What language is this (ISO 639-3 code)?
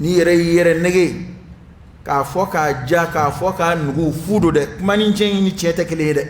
dyu